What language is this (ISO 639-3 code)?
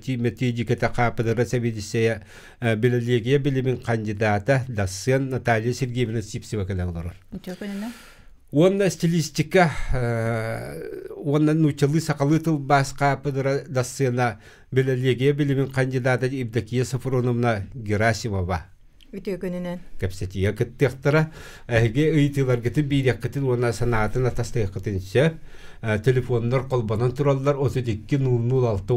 sah